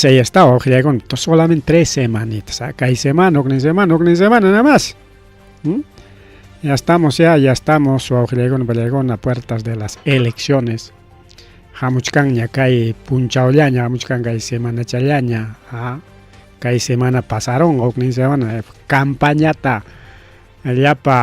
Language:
Ayacucho Quechua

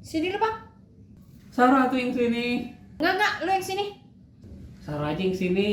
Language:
Betawi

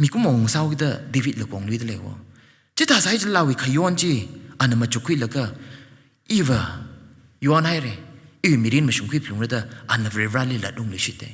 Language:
Tangkhul Naga (India)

